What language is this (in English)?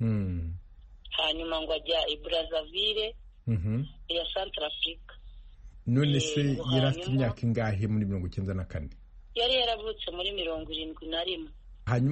Kinyarwanda